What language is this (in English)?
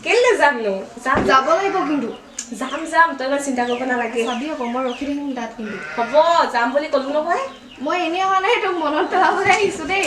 Assamese